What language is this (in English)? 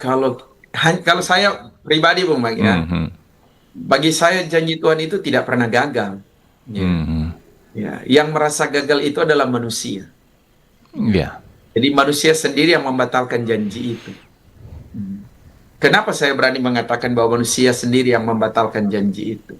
Manado Malay